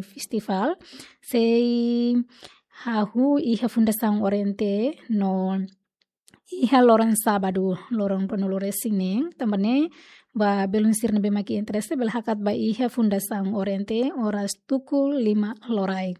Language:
Tetum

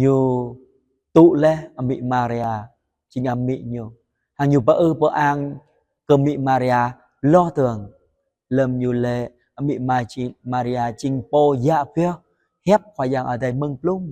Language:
Jarai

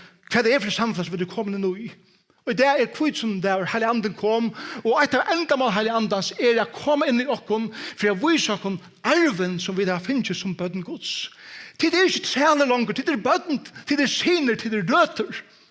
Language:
Faroese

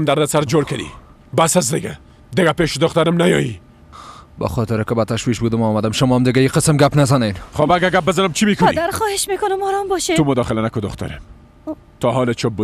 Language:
Persian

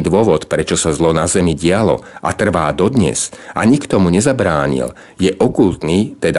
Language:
Slovak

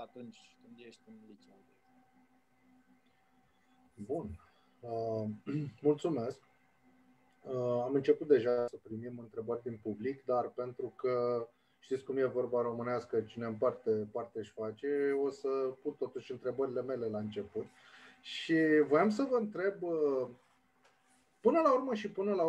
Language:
Romanian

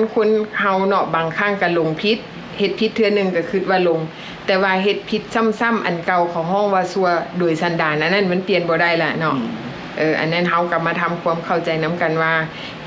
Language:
Lao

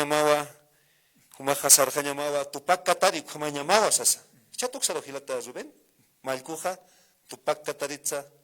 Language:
Aymara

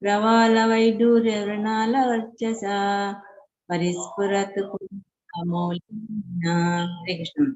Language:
Tulu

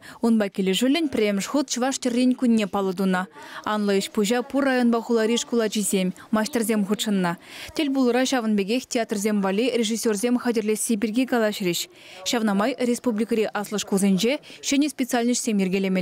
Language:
Chuvash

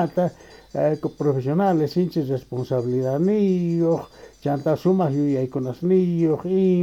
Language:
South Bolivian Quechua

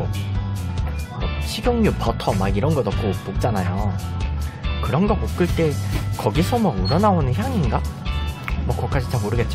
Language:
Korean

